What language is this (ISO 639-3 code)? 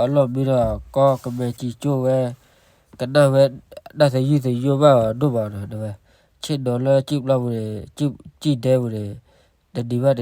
ksw